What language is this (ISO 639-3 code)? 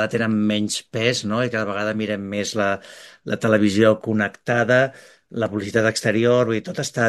cat